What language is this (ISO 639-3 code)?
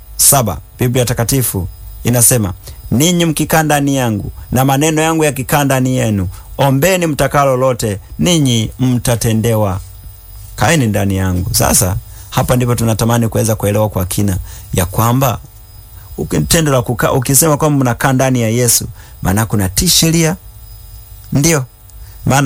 swa